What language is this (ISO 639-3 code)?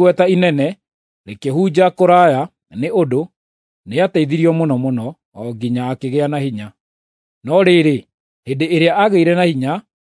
kik